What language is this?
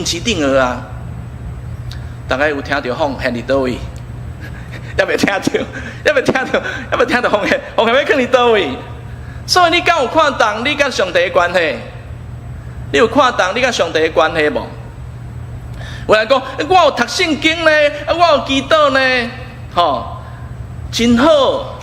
Min Nan Chinese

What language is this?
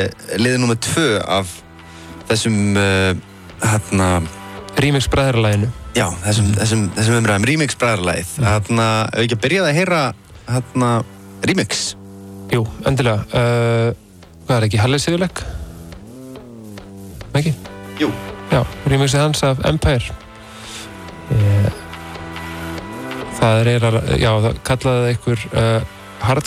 Icelandic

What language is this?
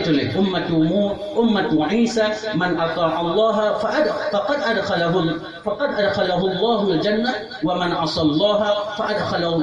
Achinese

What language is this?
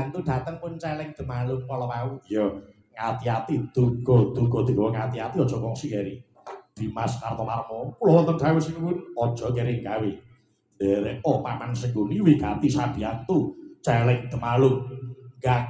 Javanese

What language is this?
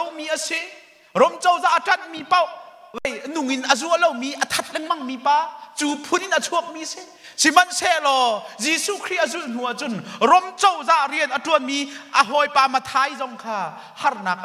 Hakha Chin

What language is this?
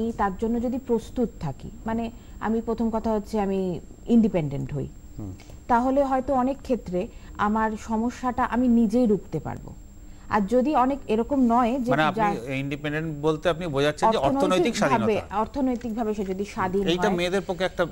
Bangla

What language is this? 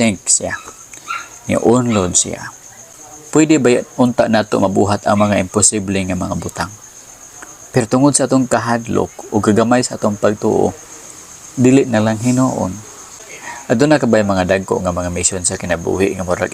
Cebuano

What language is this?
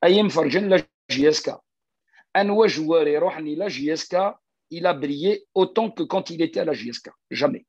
Kabyle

